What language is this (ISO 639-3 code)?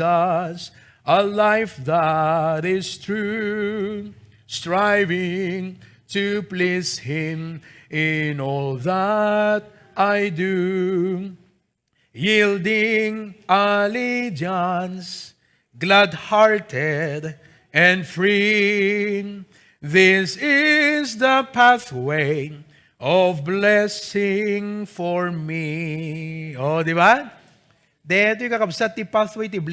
ilo